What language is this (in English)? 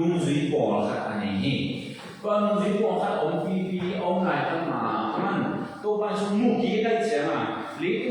Tedim Chin